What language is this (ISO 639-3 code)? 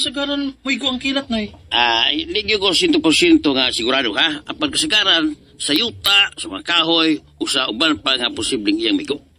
ceb